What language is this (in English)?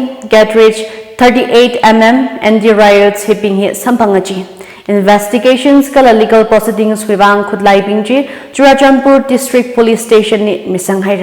Tangkhul Naga (India)